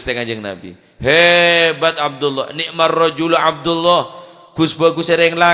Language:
Madurese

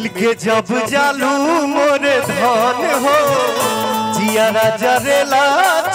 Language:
Bhojpuri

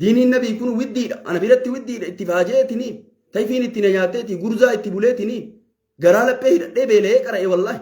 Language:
Oromo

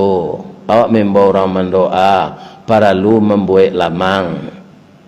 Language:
Minangkabau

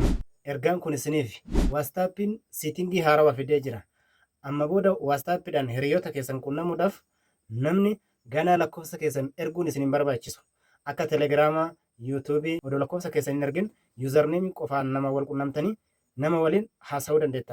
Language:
Oromo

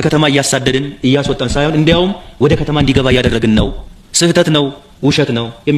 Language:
Amharic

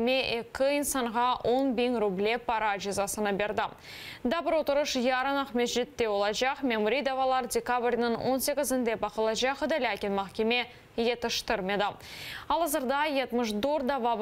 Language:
Crimean Tatar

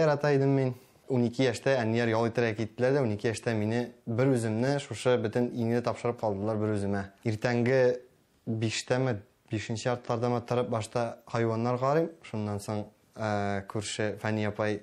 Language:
Tatar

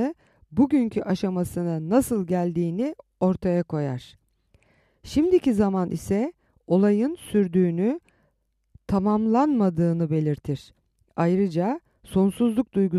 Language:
Turkish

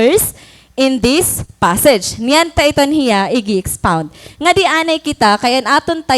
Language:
Waray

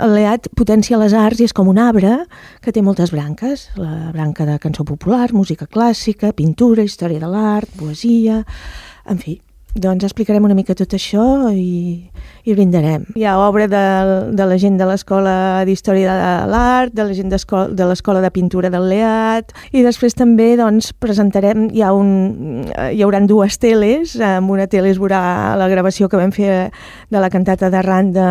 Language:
Catalan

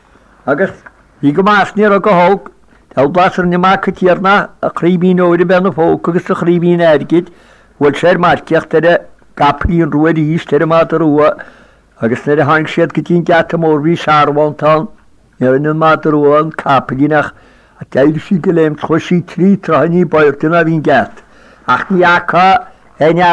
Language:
Irish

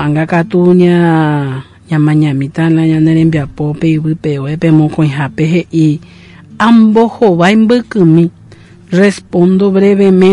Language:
Guarani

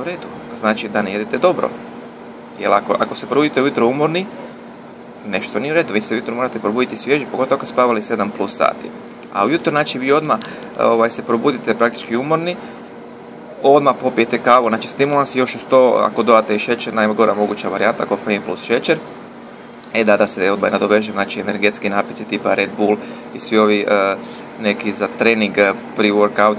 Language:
Croatian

